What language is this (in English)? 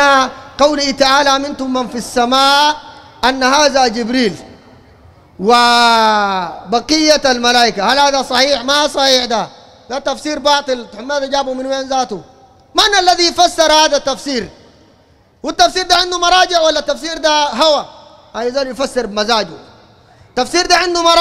Sudanese Arabic